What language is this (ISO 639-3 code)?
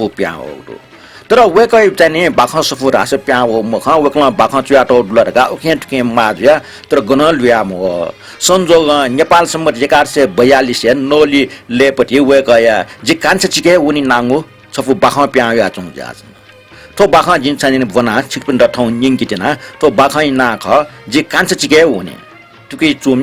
new